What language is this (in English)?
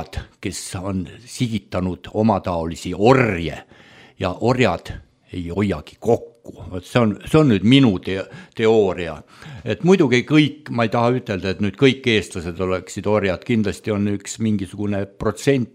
Estonian